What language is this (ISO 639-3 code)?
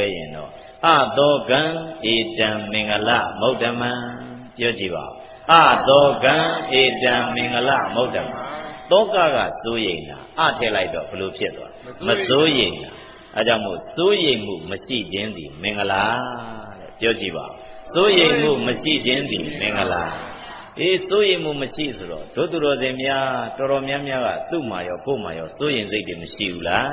mya